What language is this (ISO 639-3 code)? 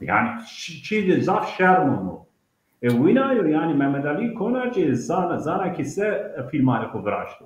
zza